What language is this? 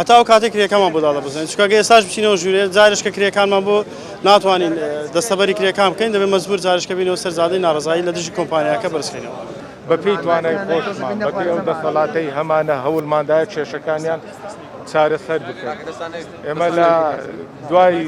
Central Kurdish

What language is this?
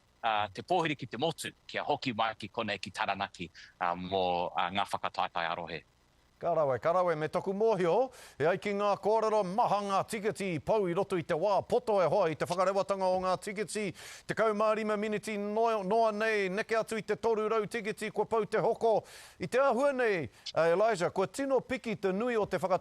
Māori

